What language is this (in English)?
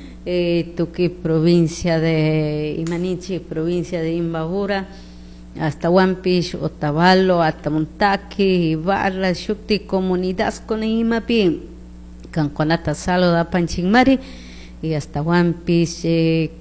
Chimborazo Highland Quichua